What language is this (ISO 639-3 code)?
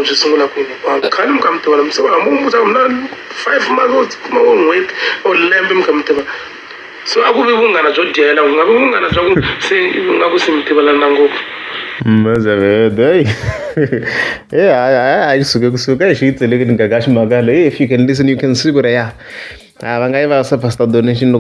tso